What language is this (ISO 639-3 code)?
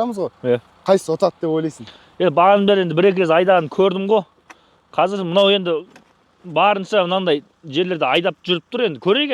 kaz